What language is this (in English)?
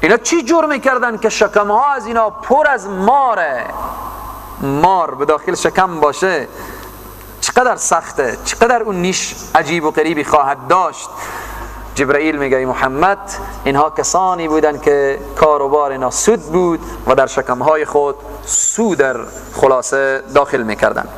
Persian